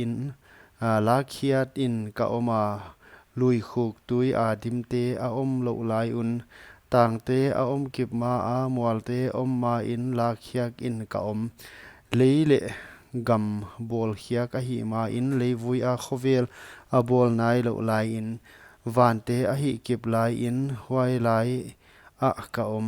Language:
Paite Chin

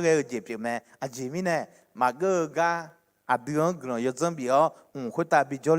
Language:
Akha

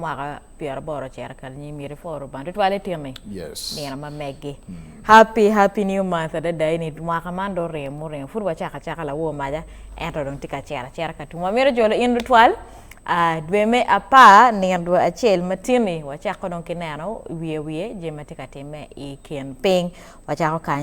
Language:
Acoli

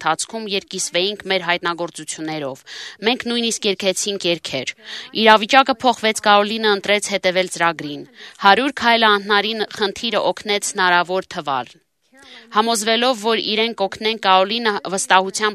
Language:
Armenian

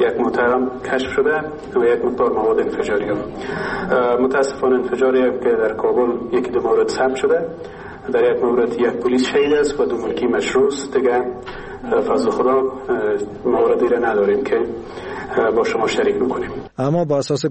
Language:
Persian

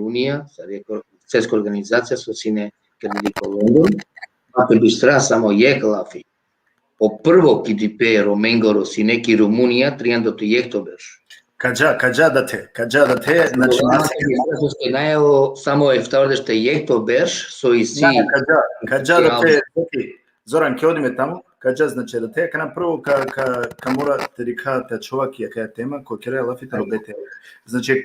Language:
Balkan Romani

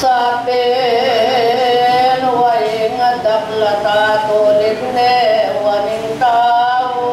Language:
Pampanga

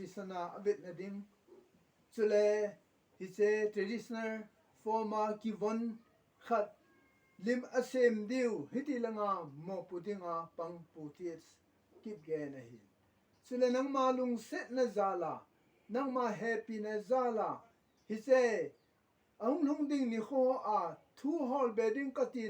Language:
Thado Chin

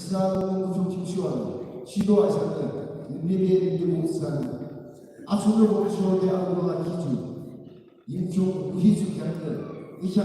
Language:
Yimchungru Naga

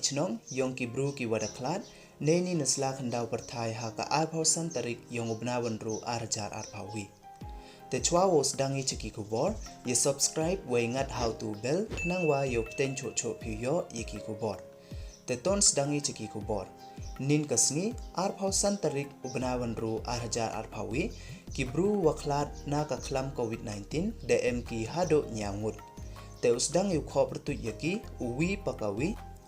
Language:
Pnar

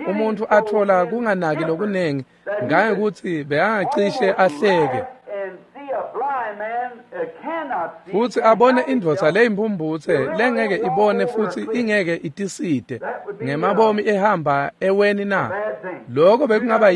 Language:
Swati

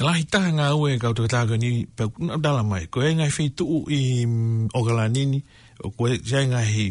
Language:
Tongan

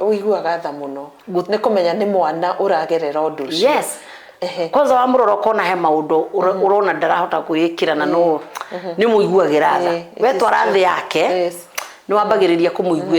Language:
Kikuyu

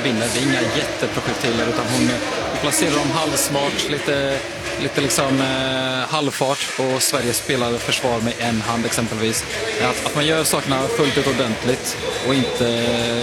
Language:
Swedish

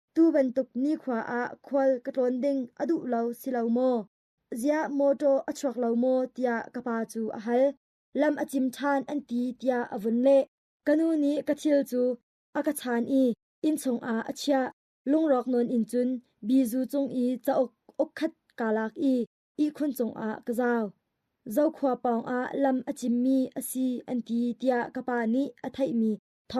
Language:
Hakha Chin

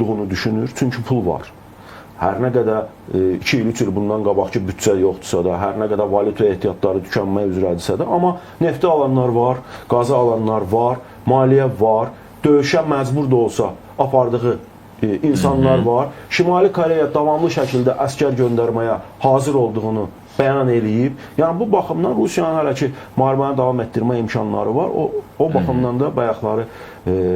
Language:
Azerbaijani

